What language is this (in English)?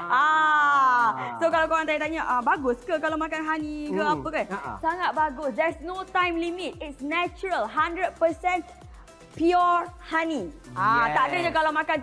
Malay